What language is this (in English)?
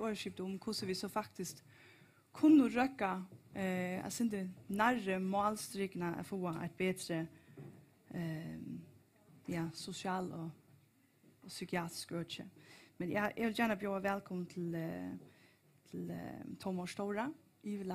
Faroese